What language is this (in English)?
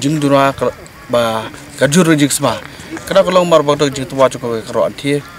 Khasi